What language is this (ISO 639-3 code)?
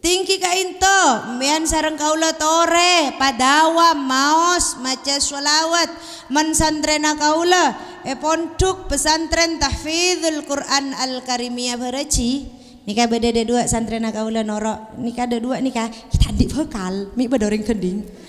mad